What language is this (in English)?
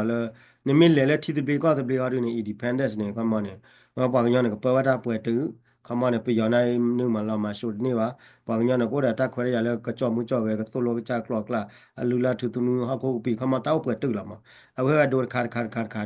S'gaw Karen